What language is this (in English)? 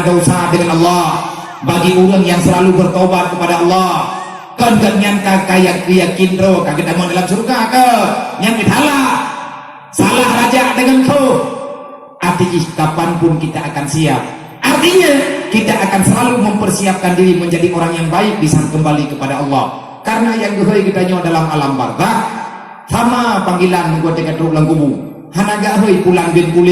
Achinese